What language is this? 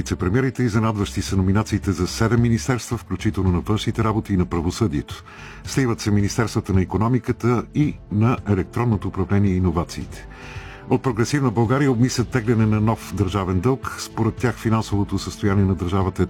Bulgarian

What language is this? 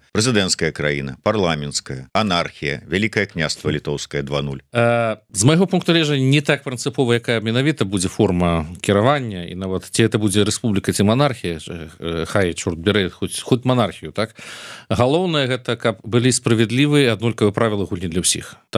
Belarusian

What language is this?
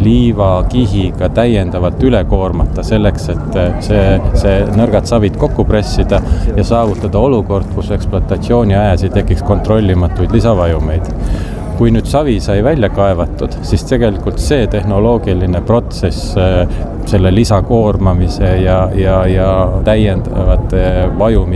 Estonian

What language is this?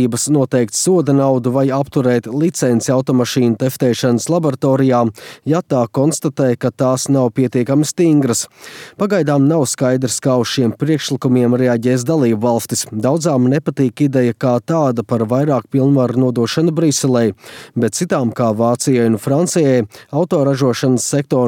Latvian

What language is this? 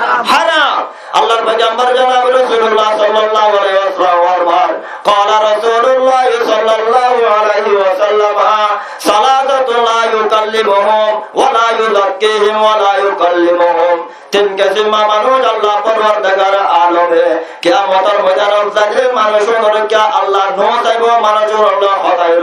Rohingya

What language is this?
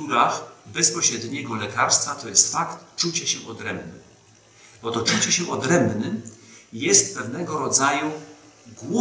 Polish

